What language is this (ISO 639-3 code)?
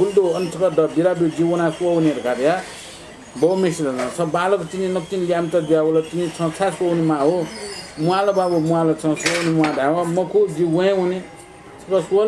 new